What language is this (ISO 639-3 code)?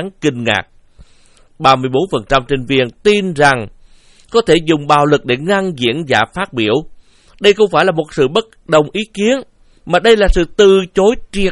vie